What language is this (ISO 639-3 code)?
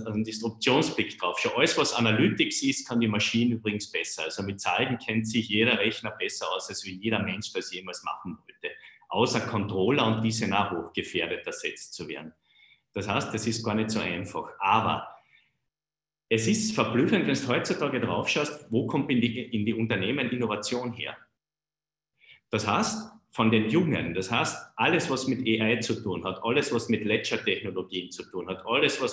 deu